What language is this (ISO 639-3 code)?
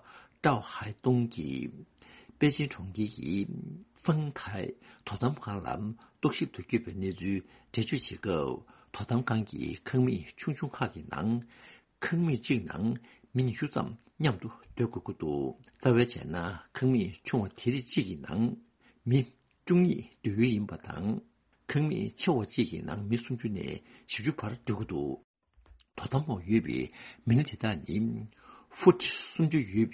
bod